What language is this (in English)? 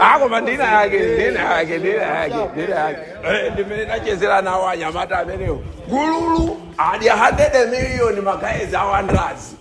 Nyanja